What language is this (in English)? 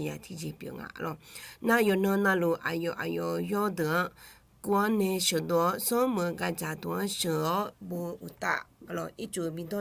Akha